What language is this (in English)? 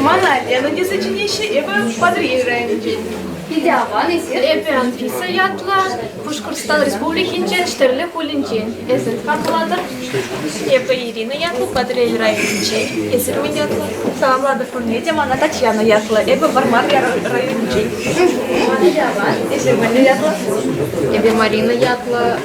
Chuvash